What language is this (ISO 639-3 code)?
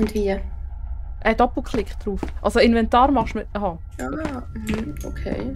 gsw